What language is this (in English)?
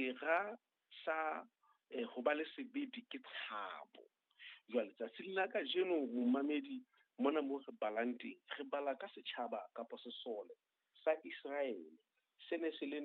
Southern Sotho